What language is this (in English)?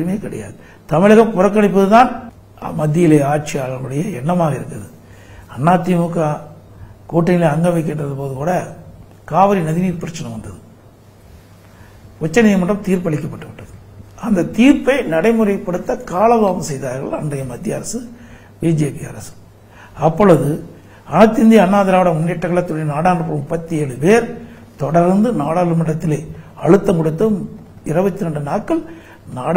Tamil